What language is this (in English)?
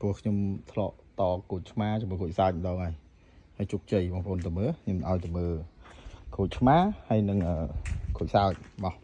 Khmer